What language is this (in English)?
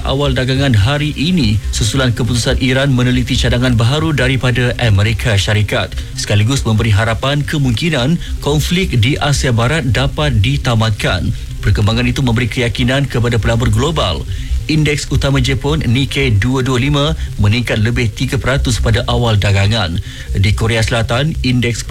Malay